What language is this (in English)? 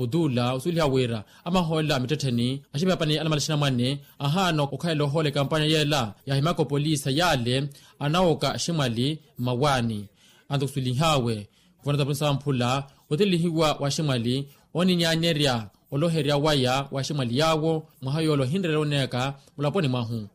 Makhuwa